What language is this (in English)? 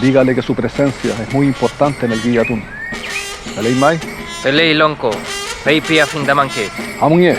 Mapuche